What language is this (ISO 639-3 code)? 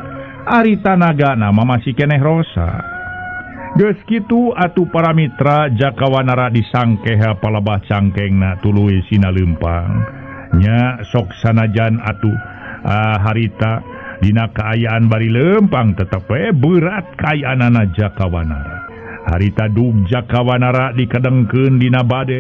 sun